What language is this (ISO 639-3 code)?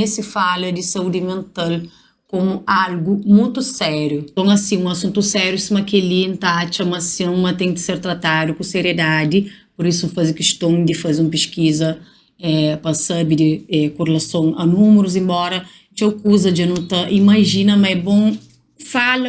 kea